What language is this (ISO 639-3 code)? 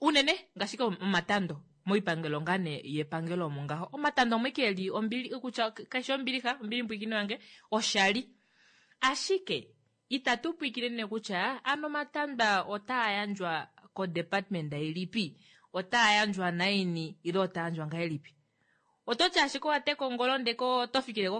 kua